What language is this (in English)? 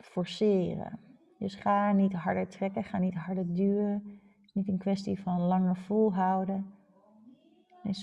Dutch